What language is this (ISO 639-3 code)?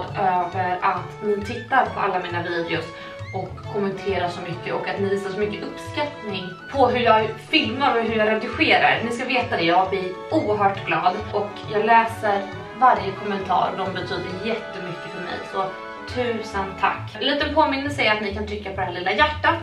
swe